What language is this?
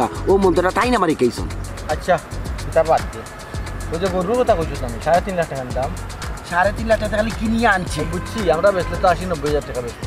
Sylheti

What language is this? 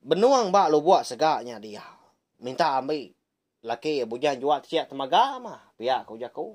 Iban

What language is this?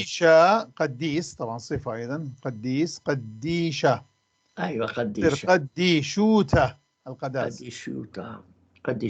North Levantine Arabic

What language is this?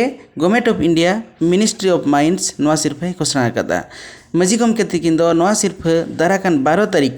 Santali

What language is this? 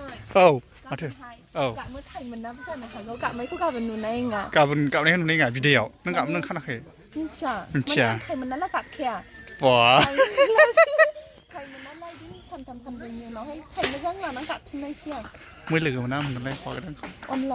Bodo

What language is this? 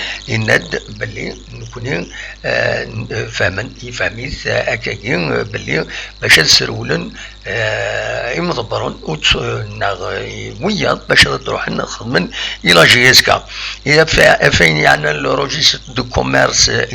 Kabyle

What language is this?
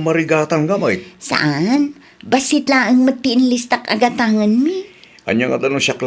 Iloko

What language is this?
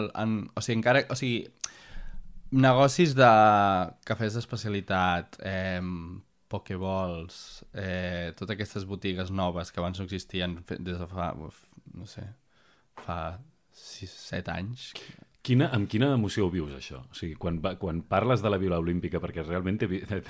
Catalan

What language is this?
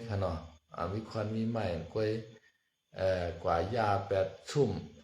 Shan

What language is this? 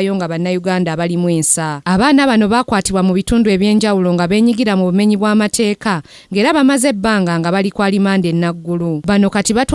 Ganda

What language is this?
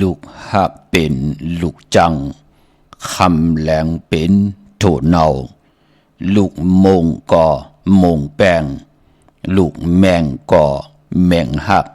Shan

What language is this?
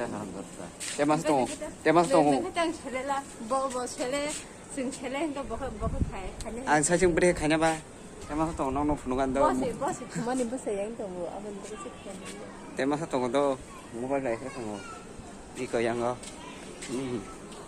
Kok Borok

